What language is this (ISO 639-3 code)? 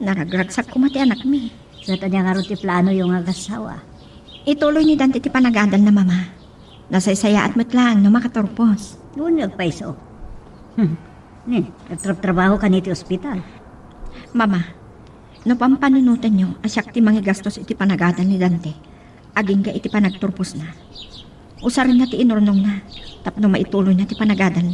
ilo